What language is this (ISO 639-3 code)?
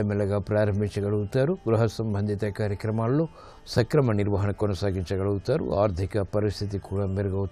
tel